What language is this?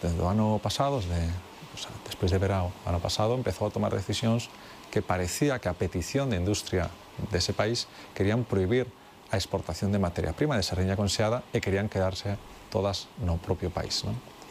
Galician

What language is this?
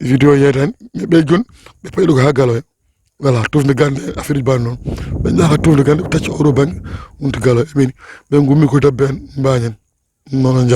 Fula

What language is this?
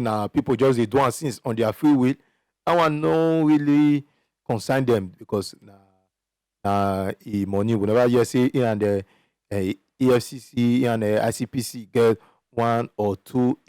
Nigerian Pidgin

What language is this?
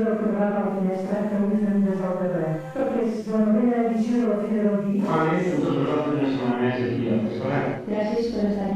Catalan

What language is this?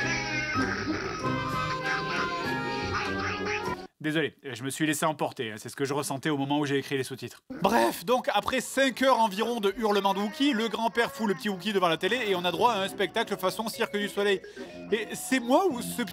French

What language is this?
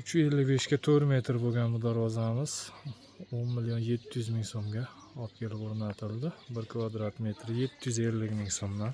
Uzbek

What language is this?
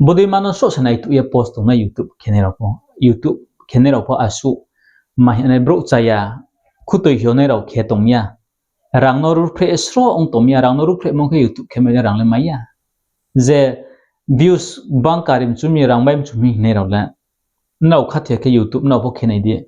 Riang (India)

